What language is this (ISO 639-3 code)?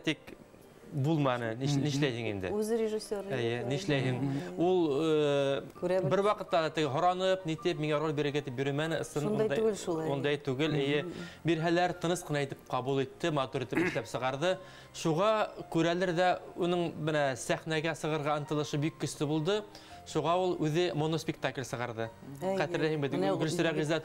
bak